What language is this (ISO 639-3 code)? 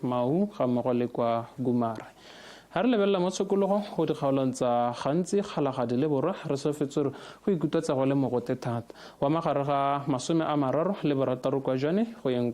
tsn